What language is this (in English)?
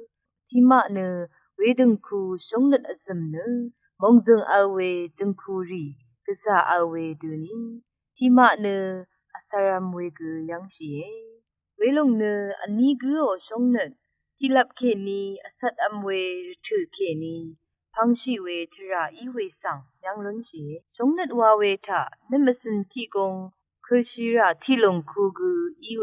Rawang